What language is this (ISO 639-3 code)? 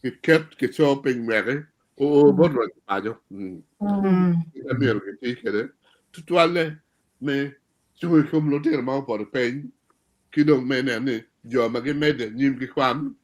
ach